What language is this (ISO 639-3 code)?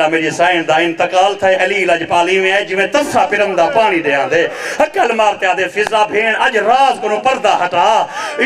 skr